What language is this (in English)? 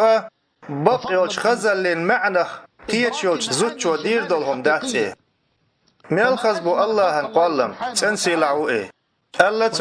Chechen